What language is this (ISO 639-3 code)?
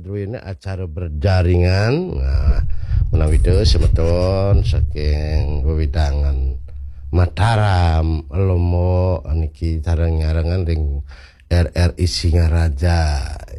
ban